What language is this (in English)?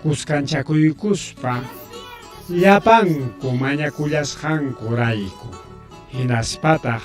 Ayacucho Quechua